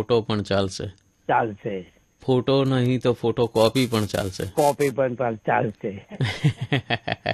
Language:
Gujarati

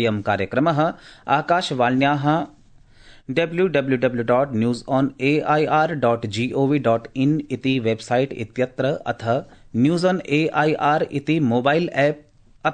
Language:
Sanskrit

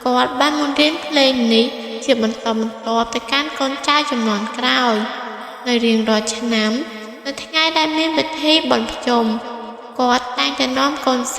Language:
Khmer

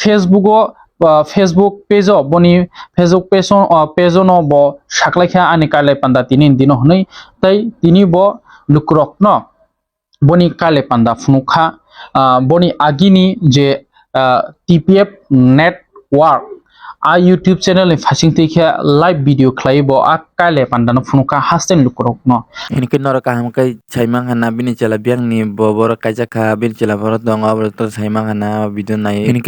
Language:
Kok Borok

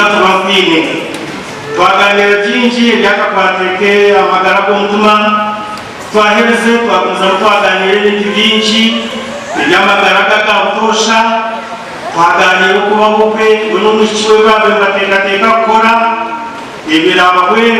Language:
Nyankole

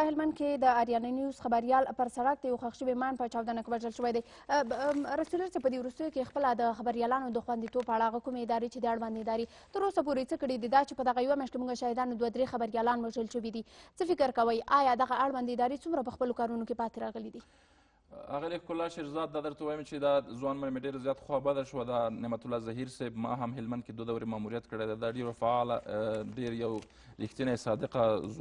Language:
Pashto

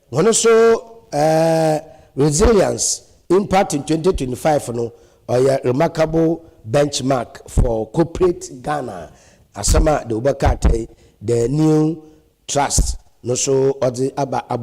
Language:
Akan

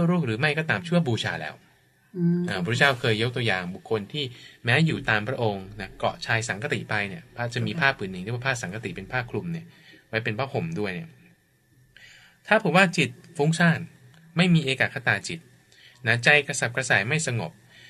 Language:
Thai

